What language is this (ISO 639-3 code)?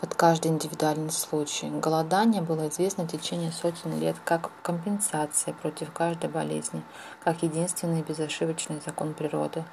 rus